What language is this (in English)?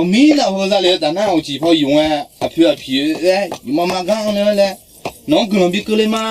Akha